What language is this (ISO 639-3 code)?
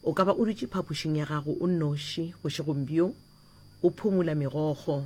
nso